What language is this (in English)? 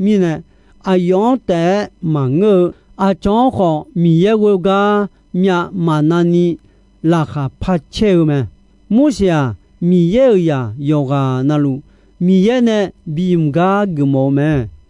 Akha